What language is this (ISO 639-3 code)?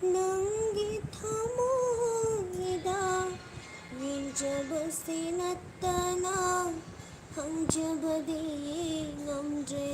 mni